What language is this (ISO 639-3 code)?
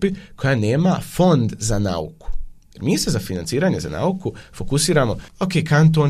bos